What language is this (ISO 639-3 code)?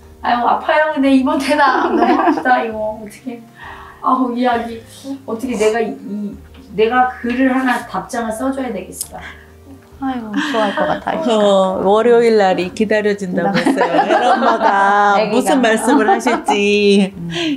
kor